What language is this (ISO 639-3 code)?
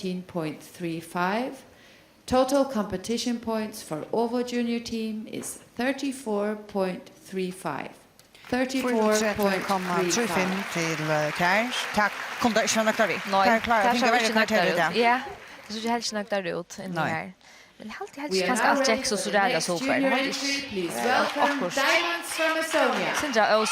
fao